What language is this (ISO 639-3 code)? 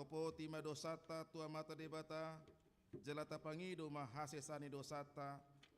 bbc